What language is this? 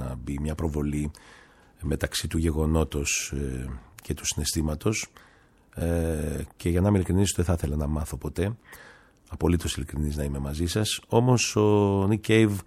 Greek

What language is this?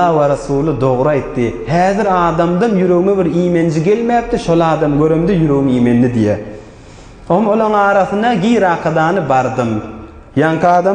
Turkmen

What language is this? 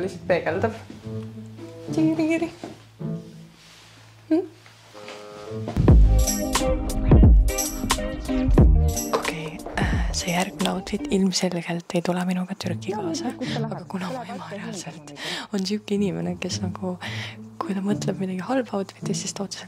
Estonian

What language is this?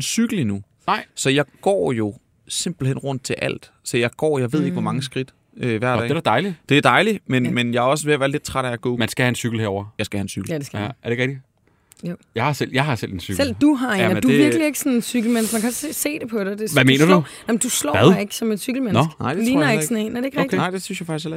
Danish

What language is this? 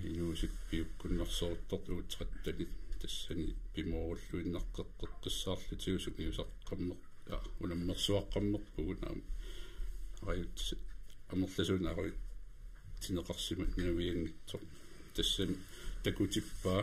Kalaallisut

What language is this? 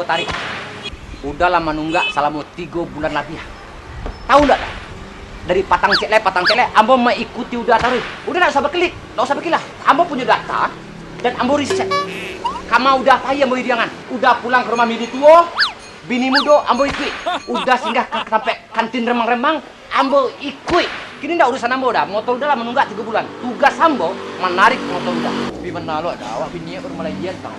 Minangkabau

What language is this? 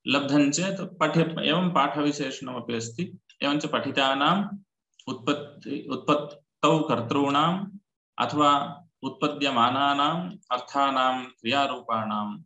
Sanskrit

